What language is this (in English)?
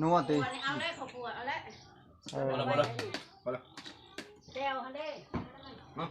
Northeastern Thai